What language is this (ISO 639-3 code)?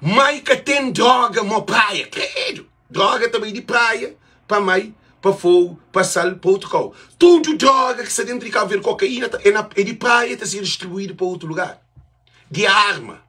kea